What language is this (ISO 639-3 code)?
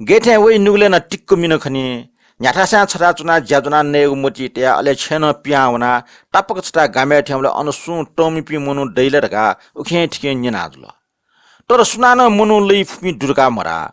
new